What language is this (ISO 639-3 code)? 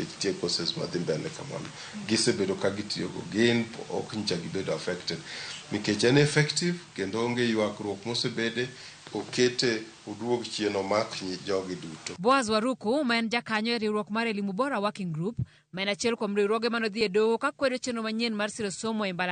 luo